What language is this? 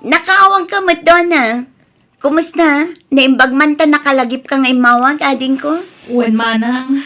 Iloko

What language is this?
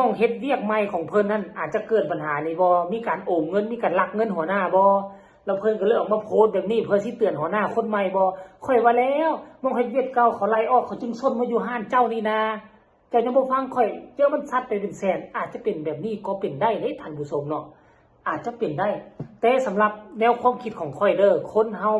Northeastern Thai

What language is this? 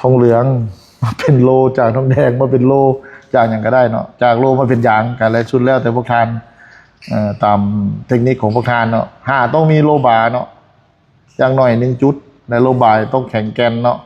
Lao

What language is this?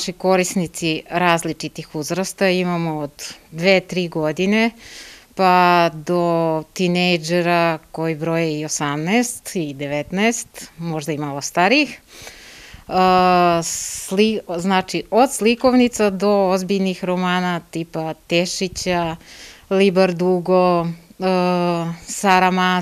Serbian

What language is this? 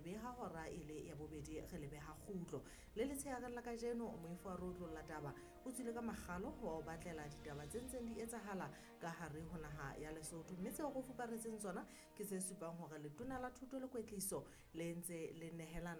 Southern Sotho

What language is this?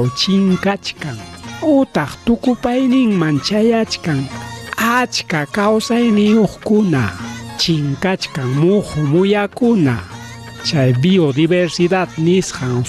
Ayacucho Quechua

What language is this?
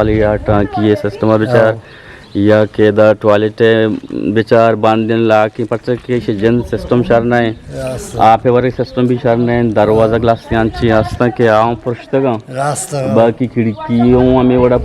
Eastern Balochi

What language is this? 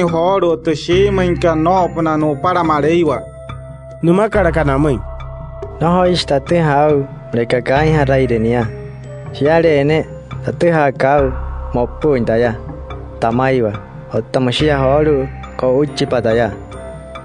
Wayuu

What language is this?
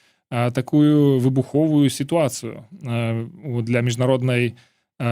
Belarusian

